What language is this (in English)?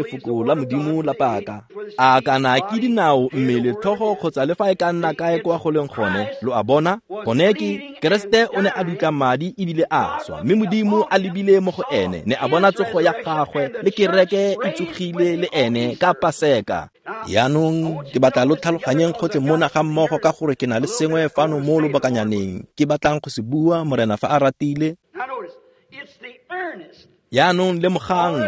Tswana